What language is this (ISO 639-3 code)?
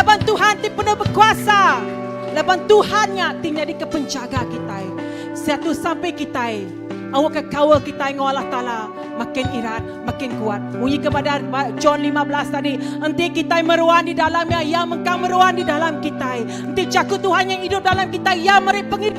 iba